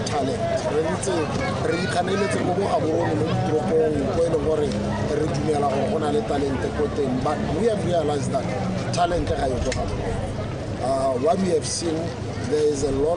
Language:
Tswana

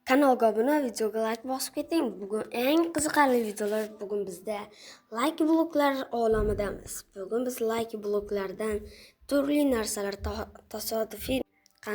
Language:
Uzbek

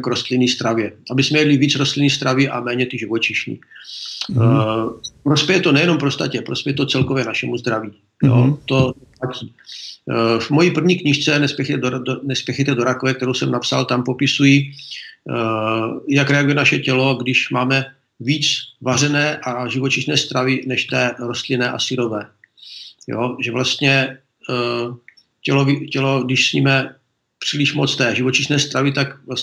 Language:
Czech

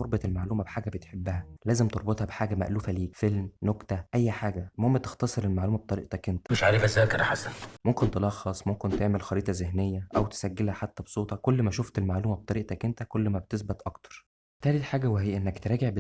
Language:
Egyptian Arabic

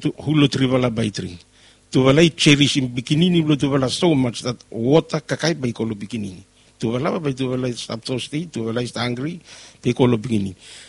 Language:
Bislama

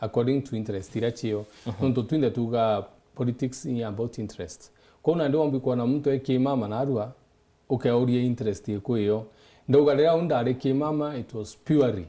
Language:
Meru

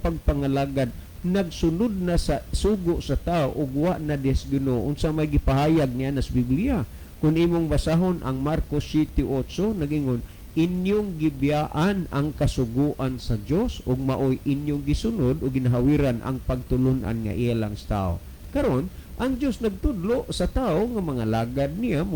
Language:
Cebuano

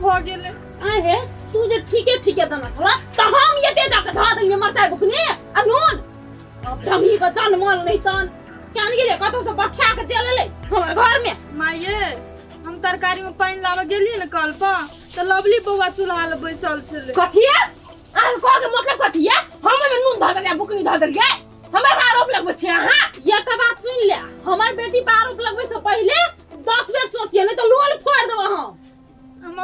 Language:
Maithili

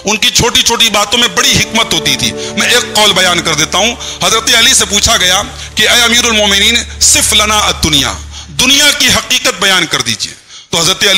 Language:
Urdu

